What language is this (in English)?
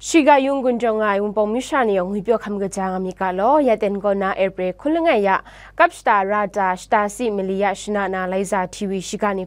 Kachin